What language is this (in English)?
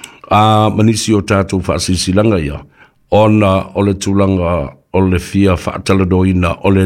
Samoan